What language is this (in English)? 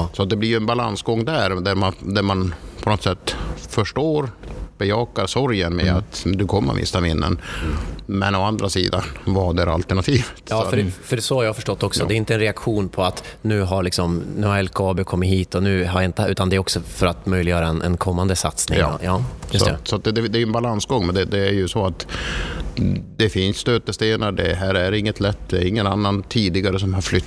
Swedish